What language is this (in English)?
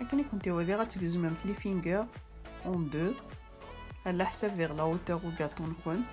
Kabyle